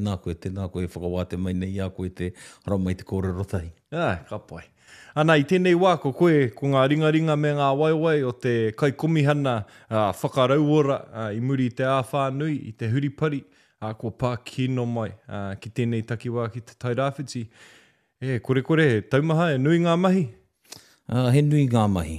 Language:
Māori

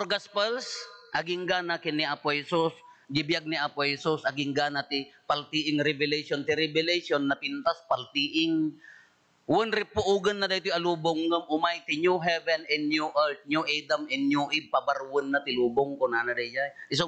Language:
Iloko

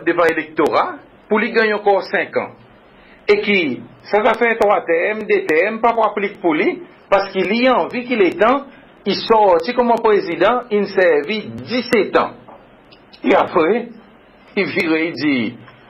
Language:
Seselwa Creole French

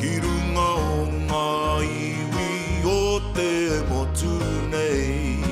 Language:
Māori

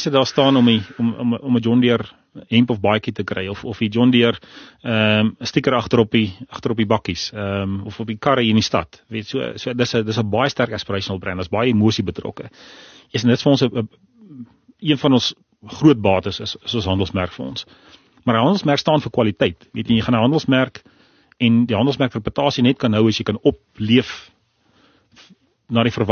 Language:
Afrikaans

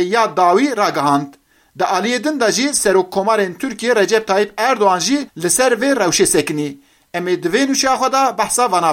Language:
Kurdish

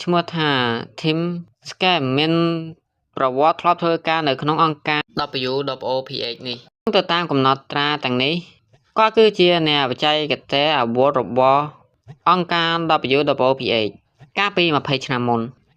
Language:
Khmer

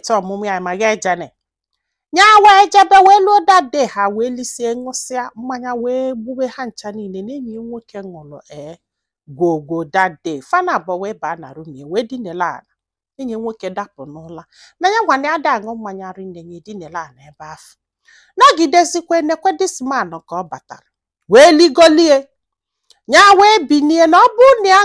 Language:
Igbo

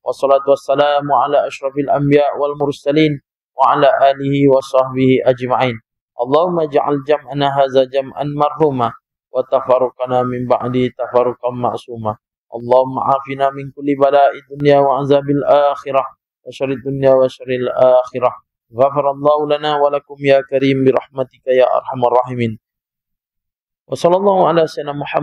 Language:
Malay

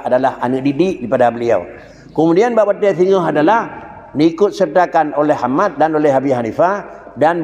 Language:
Achinese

